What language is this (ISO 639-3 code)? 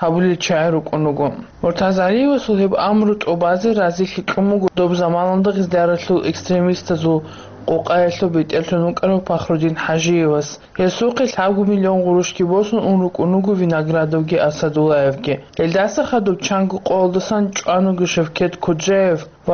ava